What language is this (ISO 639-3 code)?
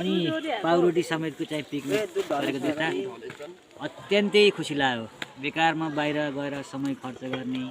nep